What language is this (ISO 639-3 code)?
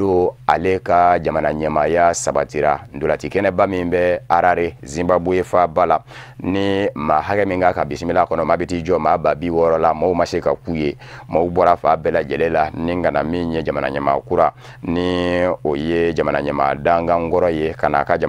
bam